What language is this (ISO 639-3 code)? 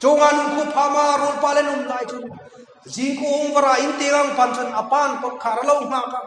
hmr